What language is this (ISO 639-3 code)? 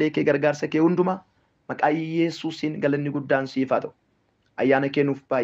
orm